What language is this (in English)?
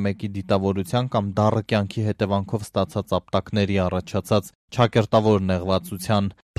Armenian